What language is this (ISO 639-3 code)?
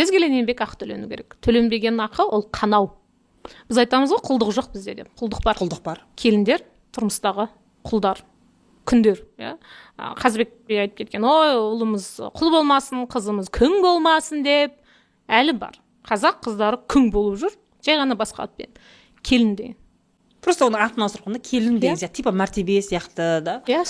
kaz